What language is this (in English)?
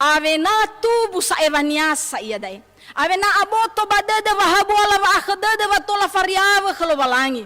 Nias